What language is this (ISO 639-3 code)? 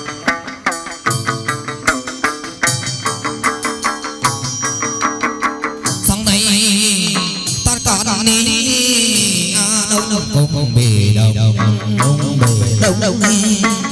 vie